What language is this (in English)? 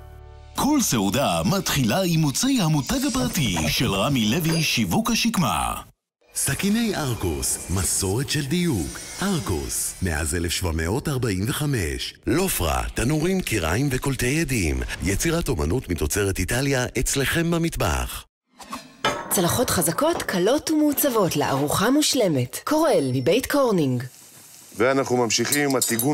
Hebrew